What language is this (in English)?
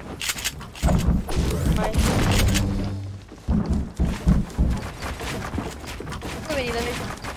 Italian